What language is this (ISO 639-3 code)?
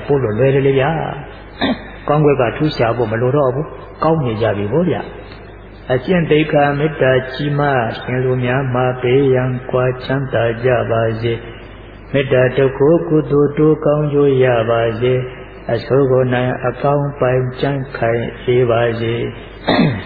mya